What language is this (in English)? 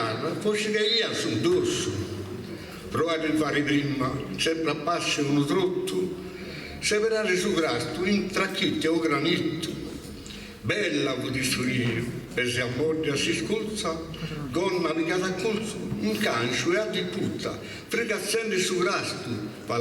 Sardinian